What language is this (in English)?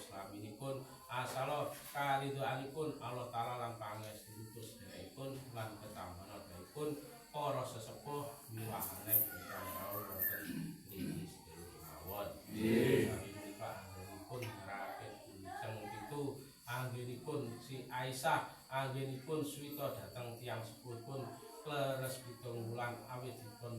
Javanese